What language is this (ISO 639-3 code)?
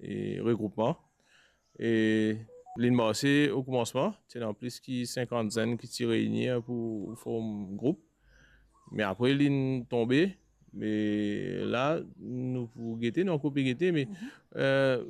mfe